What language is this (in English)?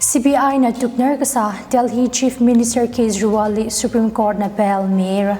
Tangkhul Naga (India)